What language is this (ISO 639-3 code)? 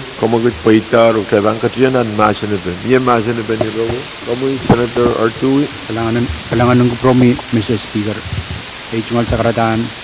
pon